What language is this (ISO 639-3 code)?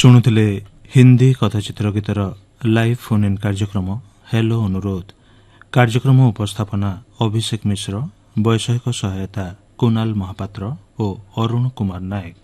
ori